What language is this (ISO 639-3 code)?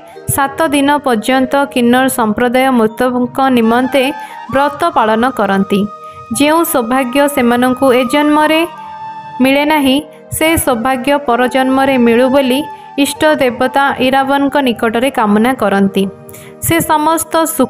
ori